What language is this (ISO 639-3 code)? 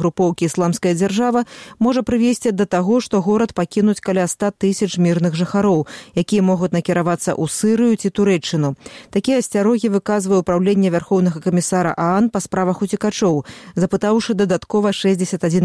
bel